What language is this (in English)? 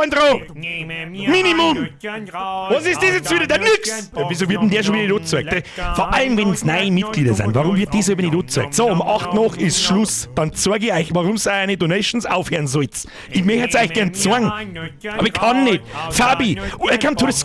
Bavarian